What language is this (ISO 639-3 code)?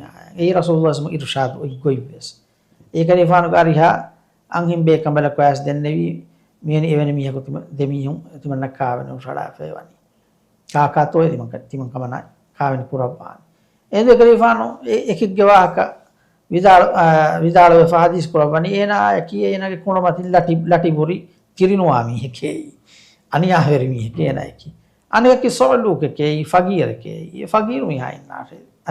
div